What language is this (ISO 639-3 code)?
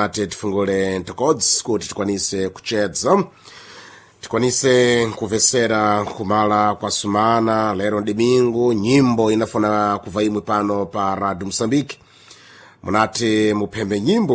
seh